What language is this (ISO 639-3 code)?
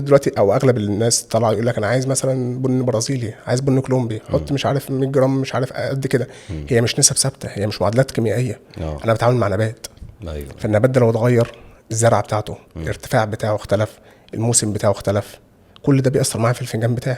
arz